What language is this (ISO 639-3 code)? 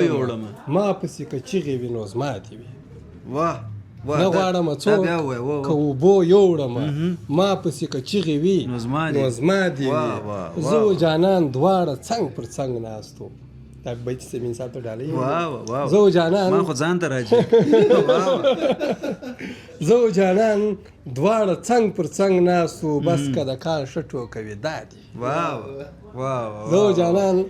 pus